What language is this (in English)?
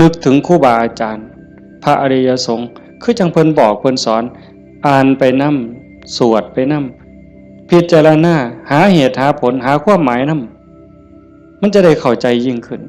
Northeastern Thai